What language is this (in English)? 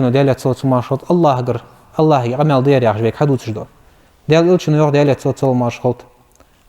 Ingush